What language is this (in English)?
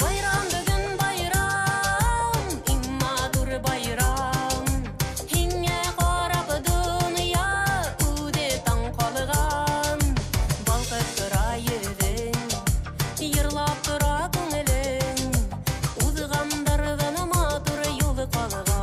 Bashkir